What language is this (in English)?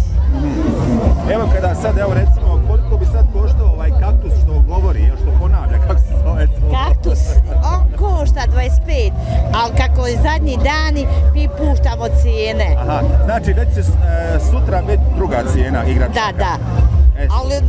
Bosnian